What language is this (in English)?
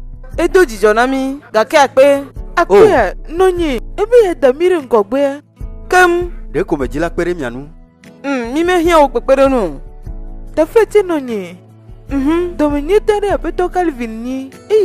Ewe